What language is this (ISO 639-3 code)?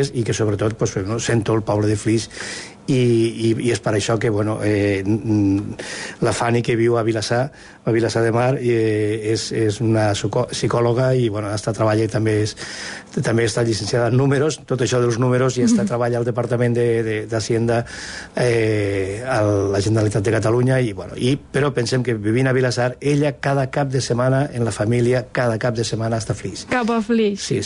cat